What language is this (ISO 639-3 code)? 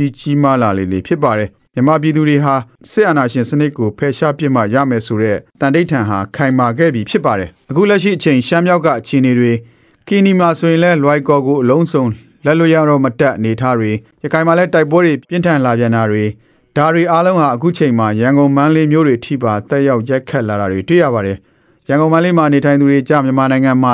mya